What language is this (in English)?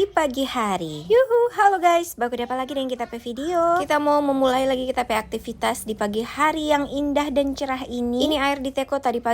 Manado Malay